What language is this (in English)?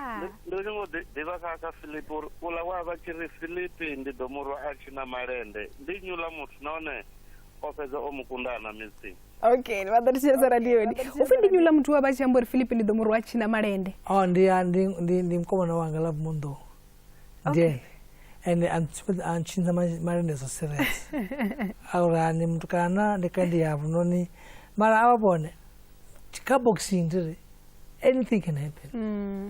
Venda